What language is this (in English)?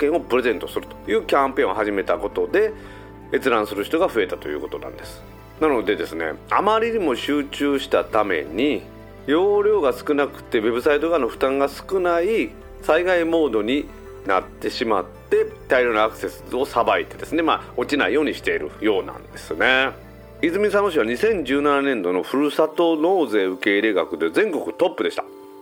Japanese